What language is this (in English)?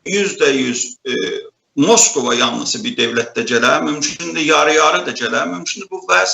South Azerbaijani